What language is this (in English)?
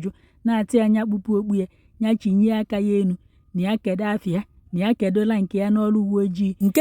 Igbo